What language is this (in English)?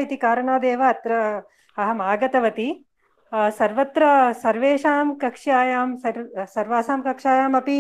Sanskrit